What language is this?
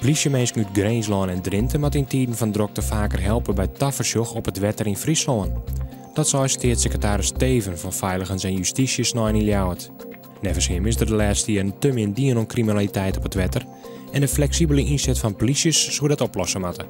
Western Frisian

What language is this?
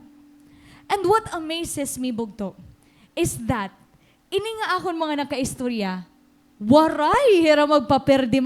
Waray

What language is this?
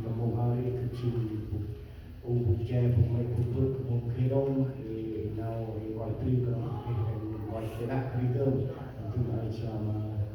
Central Mnong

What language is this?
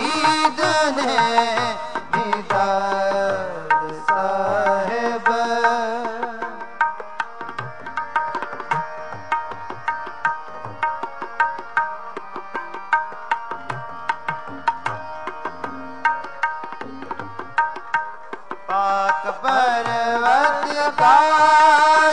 Punjabi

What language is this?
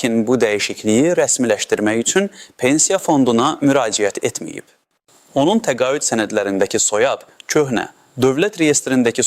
Azerbaijani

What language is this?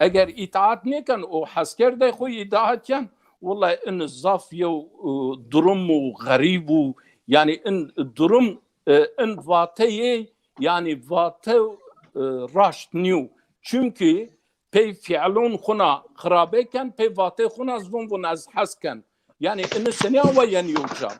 Zaza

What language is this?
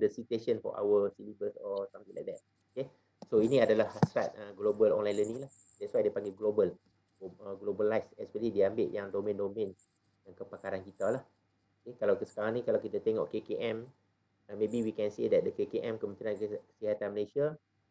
Malay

